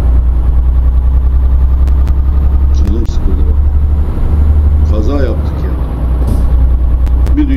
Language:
Turkish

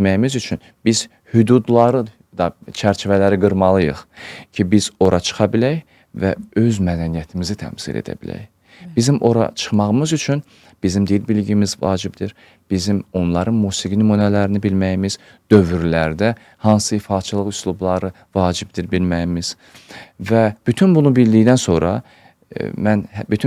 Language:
Azerbaijani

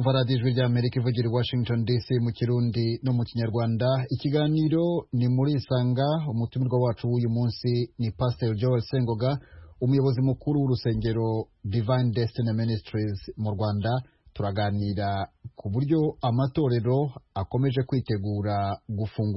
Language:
Kinyarwanda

